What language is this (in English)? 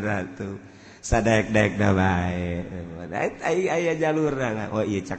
Sundanese